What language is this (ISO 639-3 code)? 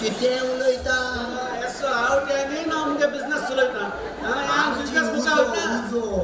kok